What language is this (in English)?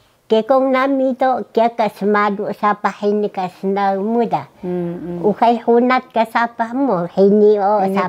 Taroko